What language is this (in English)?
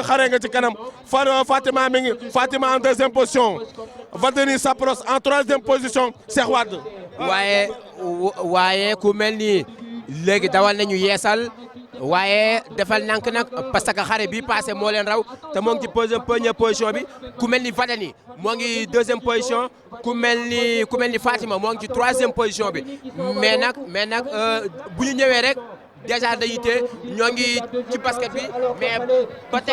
Wolof